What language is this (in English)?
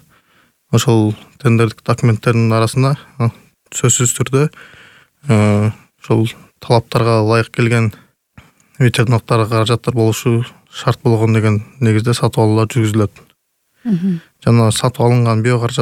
Kyrgyz